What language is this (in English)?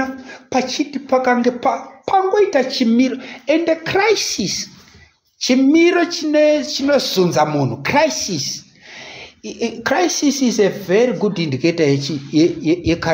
Shona